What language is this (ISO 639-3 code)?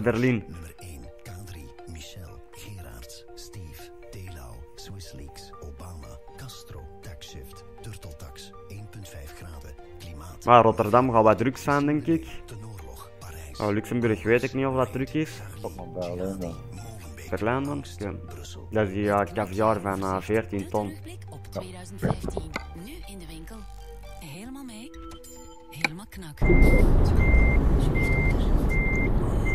nld